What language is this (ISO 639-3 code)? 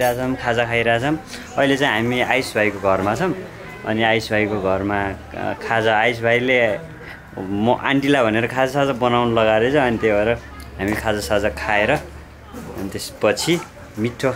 nep